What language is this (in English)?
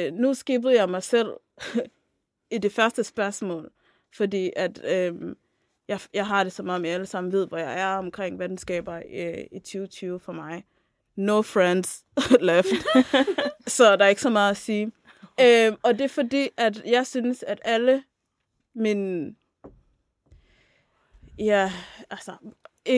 Danish